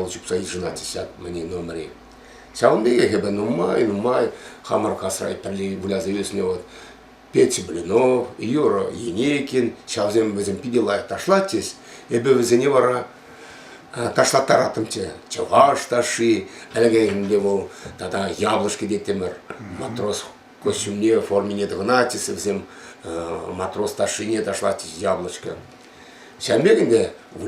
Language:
Chuvash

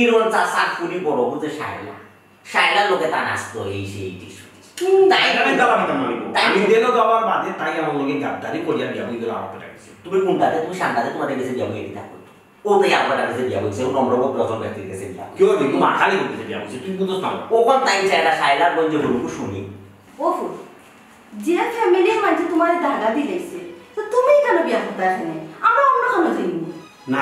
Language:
Sylheti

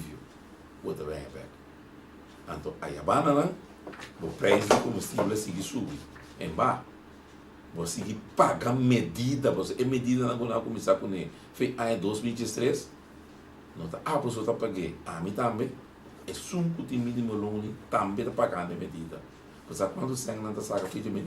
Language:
Papiamento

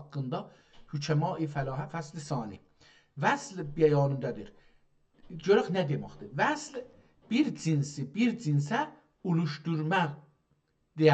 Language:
South Azerbaijani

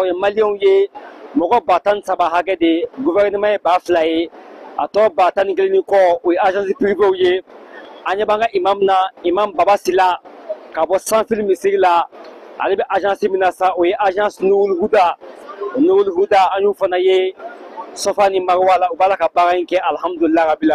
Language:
Bambara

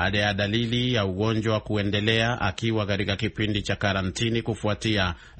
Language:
Swahili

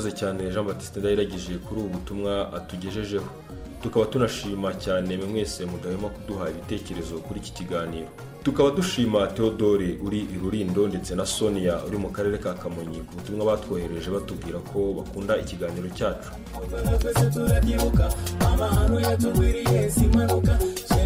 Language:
Kinyarwanda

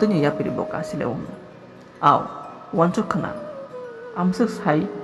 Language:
Kok Borok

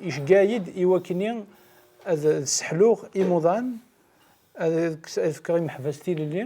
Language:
Kabyle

